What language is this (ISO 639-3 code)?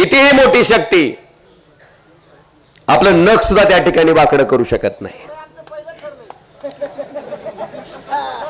mar